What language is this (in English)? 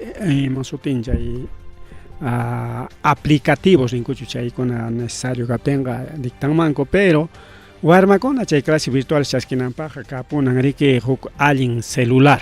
Ayacucho Quechua